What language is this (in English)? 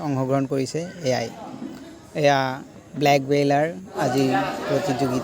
Assamese